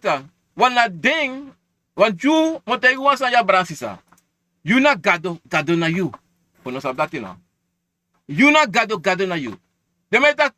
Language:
Sranan Tongo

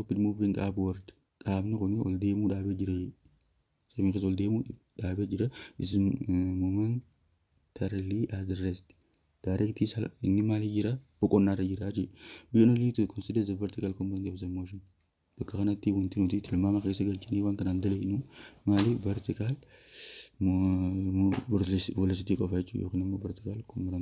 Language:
Oromo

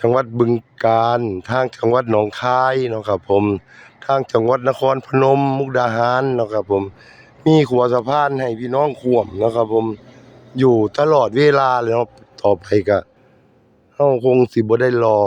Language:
Northeastern Thai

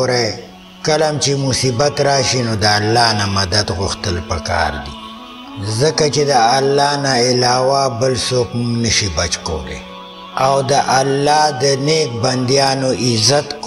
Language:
Pashto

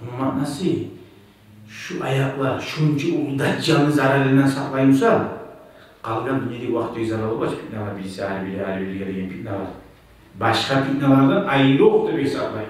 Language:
Kumyk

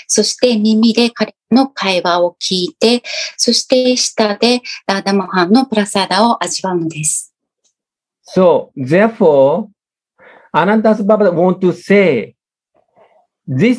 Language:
Japanese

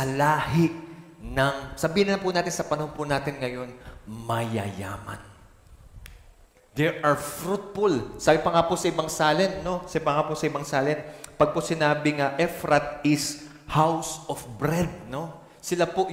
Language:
Filipino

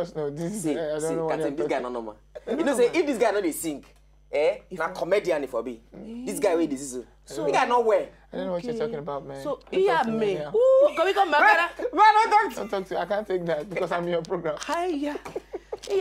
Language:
Nigerian Pidgin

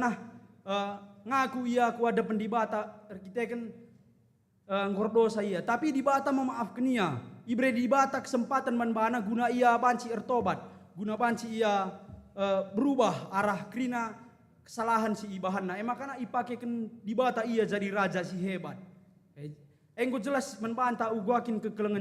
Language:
Batak Karo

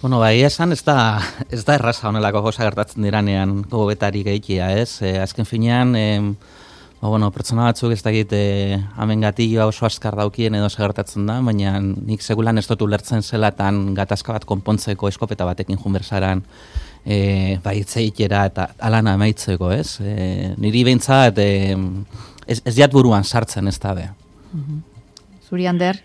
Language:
Basque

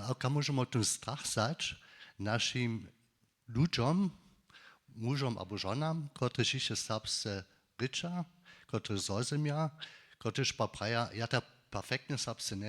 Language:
Upper Sorbian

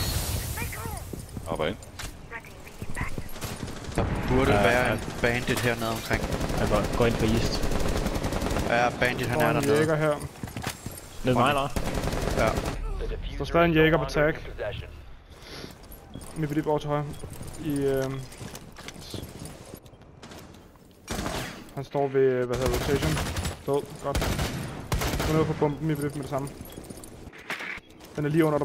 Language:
Danish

